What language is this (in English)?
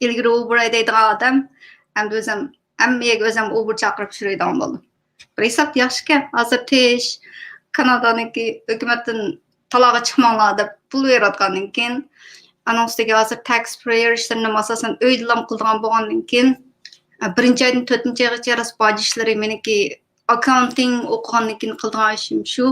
Uyghur